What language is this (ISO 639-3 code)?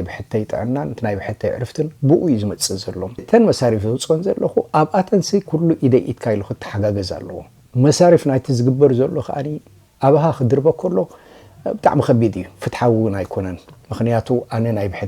tir